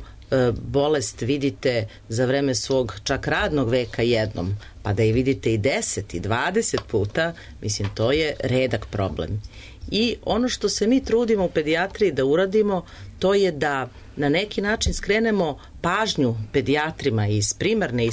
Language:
Serbian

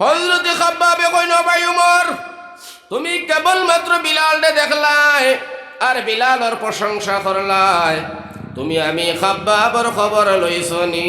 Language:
Sylheti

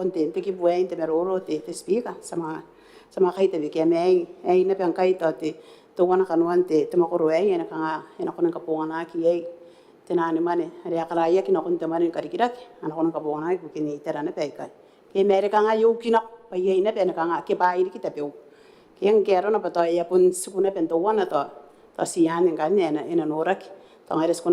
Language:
Gilbertese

